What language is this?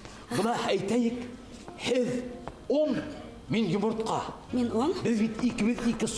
Bashkir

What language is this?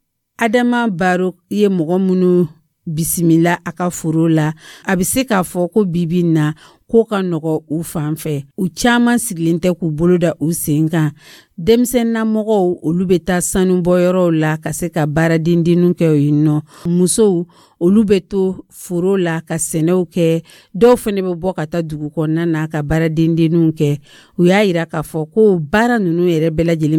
Dyula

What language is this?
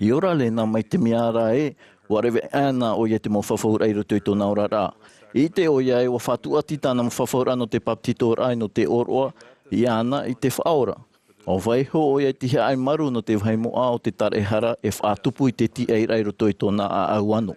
Tahitian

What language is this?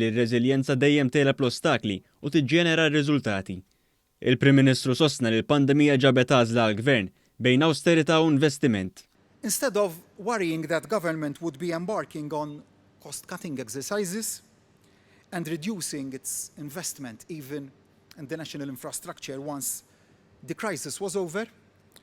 Maltese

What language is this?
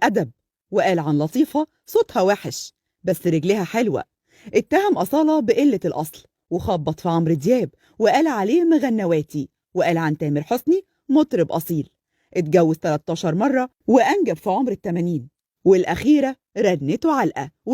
Egyptian Arabic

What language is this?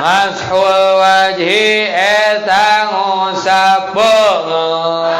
Sundanese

